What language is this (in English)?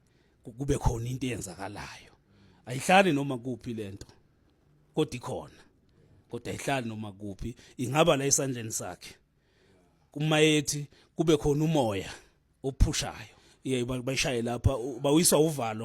Zulu